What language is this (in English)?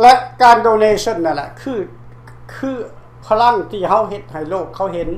Lao